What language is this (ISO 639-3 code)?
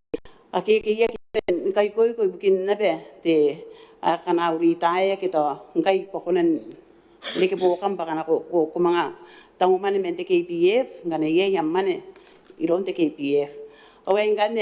gil